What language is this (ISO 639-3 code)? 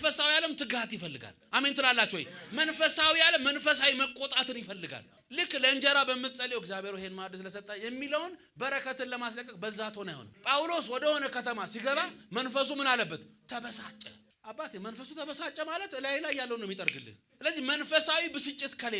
amh